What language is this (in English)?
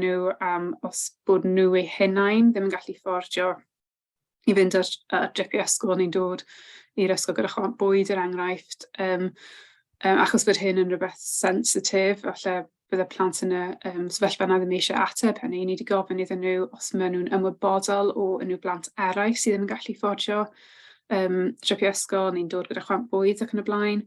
Welsh